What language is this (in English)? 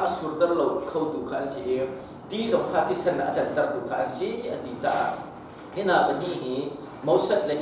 Hakha Chin